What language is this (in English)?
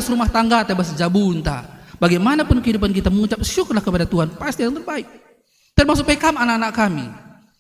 Batak Karo